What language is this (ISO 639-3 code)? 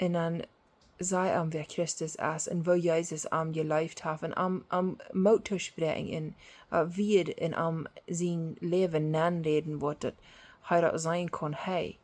pdt